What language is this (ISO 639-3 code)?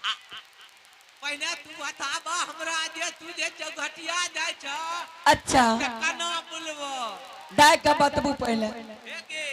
anp